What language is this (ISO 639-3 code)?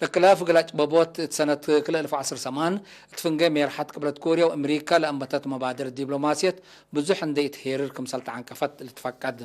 tig